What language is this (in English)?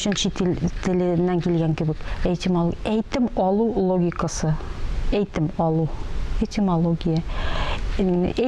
Tatar